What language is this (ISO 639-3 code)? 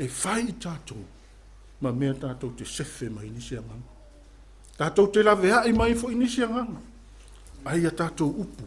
smo